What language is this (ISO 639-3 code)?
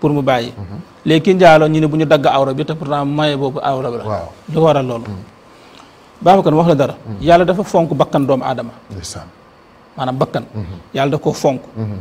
wol